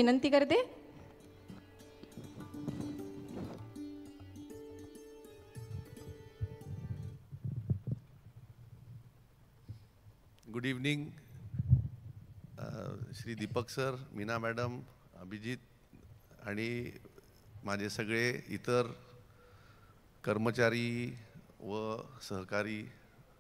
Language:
Marathi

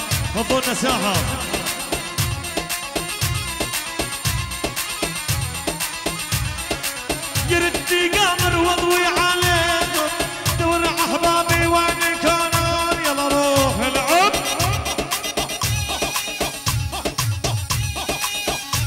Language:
South Levantine Arabic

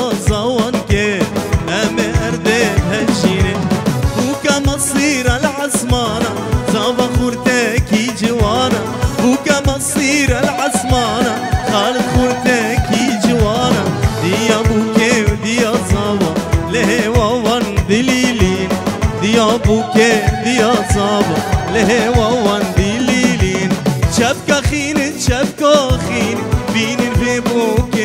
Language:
Kurdish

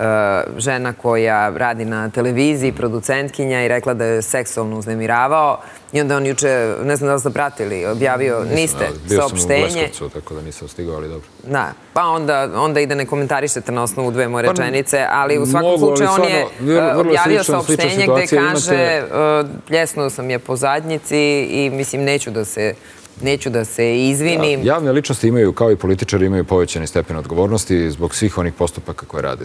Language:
Serbian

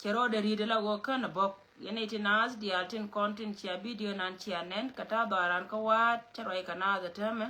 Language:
Nuer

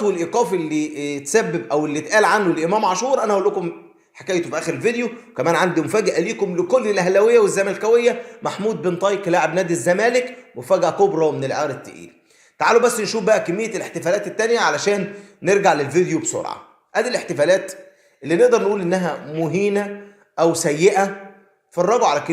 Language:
Egyptian Arabic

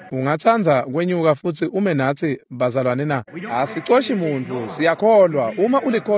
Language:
Swati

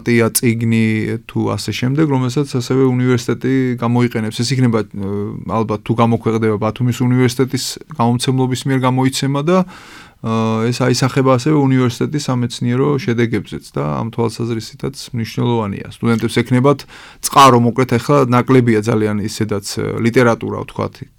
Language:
Georgian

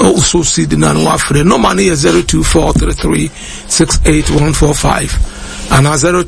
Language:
Akan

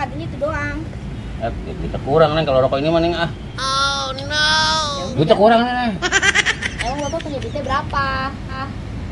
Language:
Betawi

